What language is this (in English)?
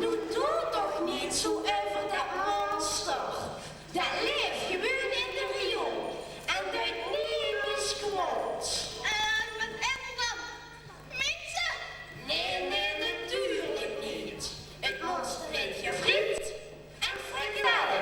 Limburgish